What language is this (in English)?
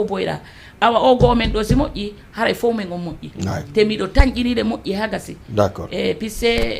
Fula